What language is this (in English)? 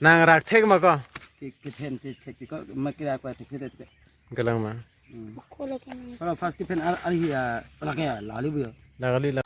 Karbi